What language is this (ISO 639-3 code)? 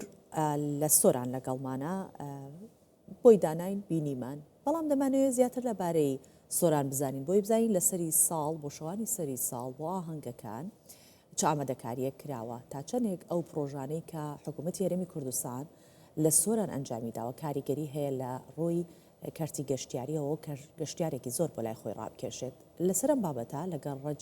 ckb